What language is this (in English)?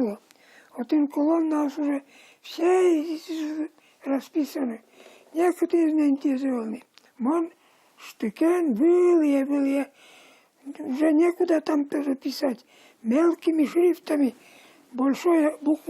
Udmurt